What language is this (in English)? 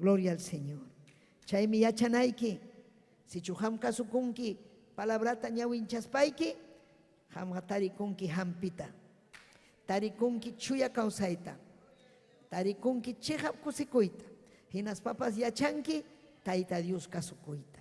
Ayacucho Quechua